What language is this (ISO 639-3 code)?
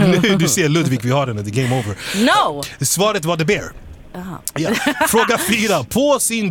swe